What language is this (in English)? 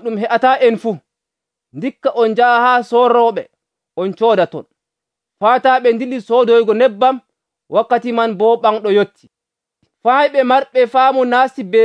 Nigerian Fulfulde